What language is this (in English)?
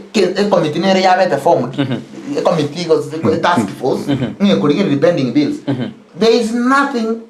Gusii